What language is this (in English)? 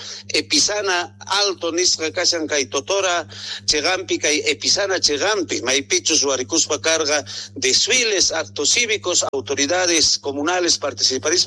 Quechua